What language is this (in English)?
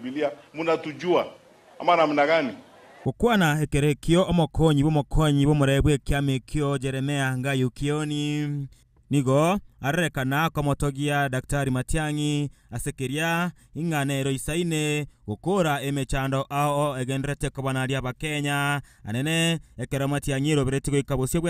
Gusii